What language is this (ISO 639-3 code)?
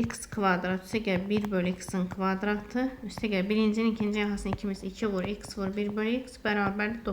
aze